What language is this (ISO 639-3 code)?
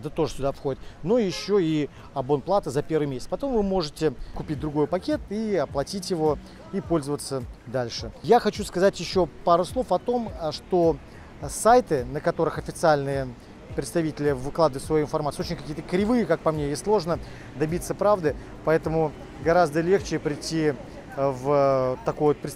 rus